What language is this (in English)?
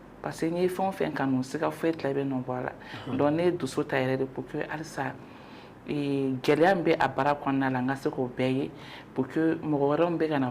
Bambara